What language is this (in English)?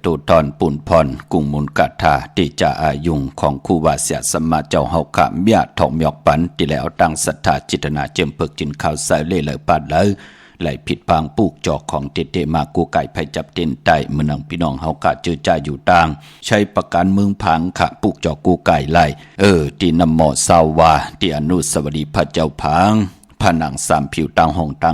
Shan